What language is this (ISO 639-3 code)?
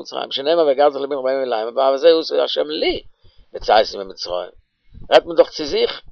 yid